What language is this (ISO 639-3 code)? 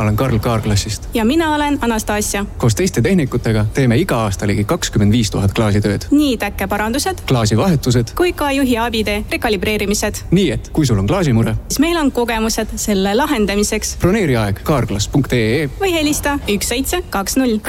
est